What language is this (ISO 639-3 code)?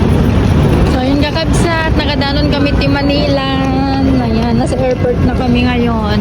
ilo